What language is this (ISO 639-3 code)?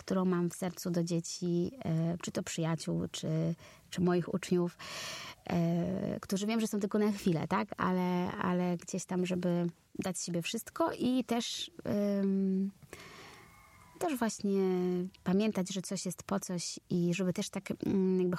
pol